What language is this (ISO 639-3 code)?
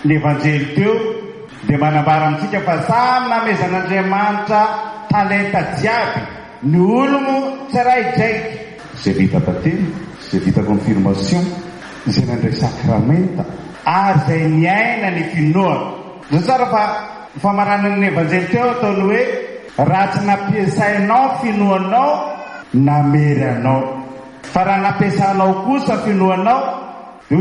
mlg